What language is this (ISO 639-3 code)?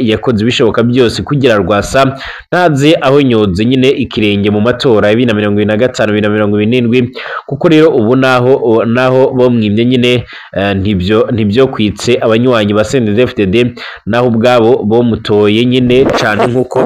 run